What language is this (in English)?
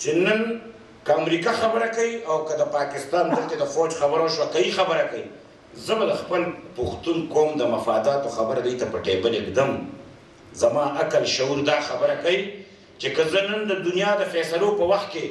Pashto